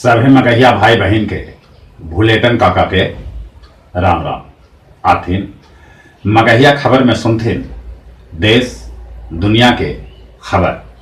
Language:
Magahi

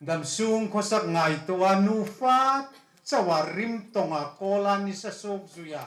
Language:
Hmar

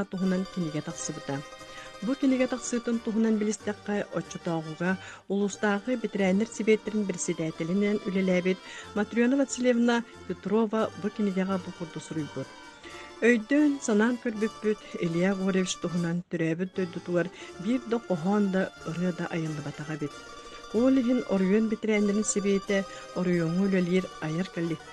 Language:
Yakut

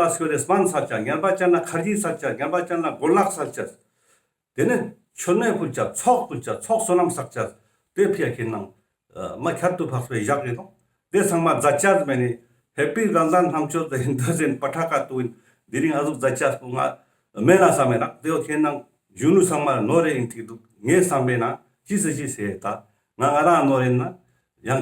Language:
Ladakhi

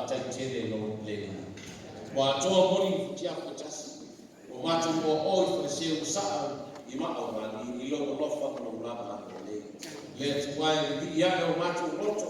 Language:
Samoan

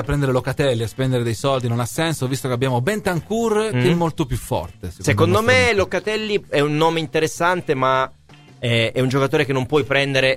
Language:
Italian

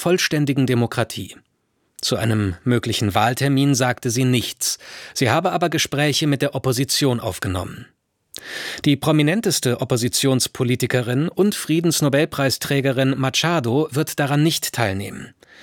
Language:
German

